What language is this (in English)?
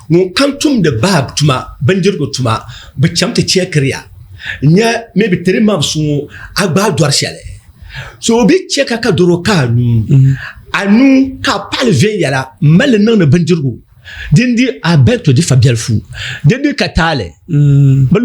Dagbani